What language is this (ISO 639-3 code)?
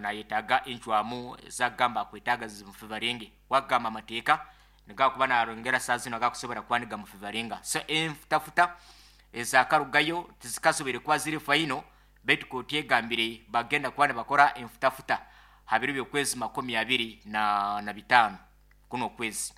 nyn